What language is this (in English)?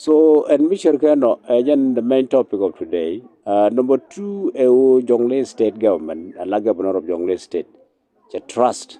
Nuer